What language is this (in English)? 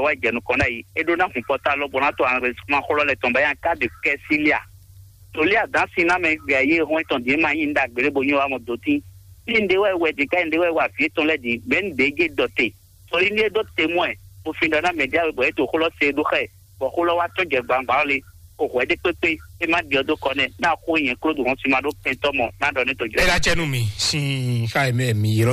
Fon